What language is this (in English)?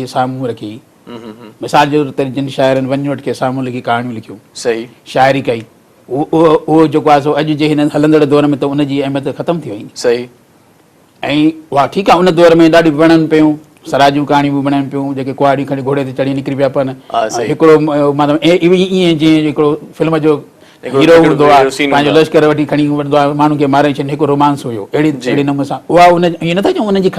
Sindhi